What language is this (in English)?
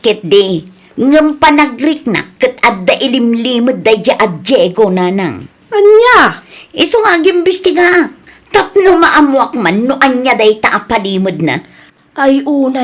Iloko